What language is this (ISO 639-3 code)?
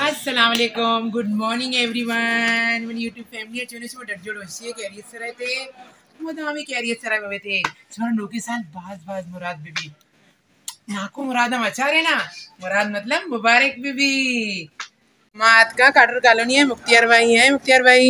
bal